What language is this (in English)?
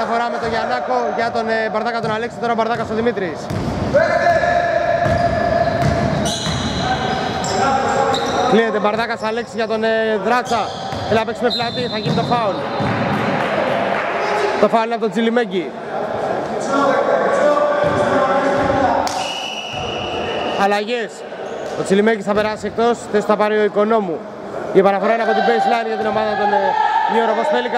Greek